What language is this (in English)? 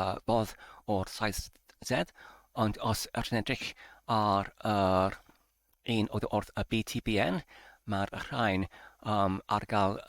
Welsh